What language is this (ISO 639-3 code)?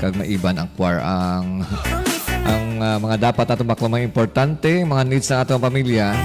hil